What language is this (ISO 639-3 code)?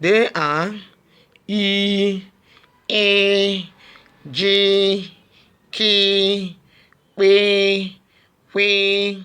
ibo